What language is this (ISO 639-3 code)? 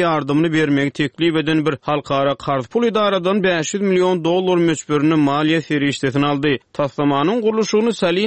tuk